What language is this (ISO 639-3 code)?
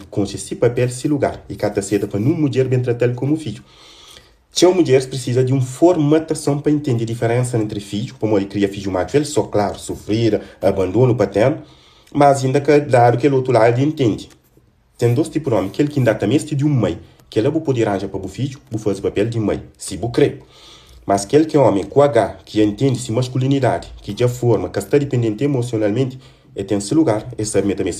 kea